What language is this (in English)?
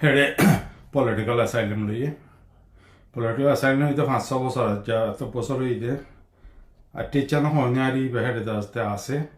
Rohingya